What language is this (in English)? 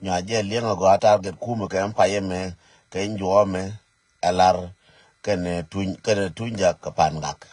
Nuer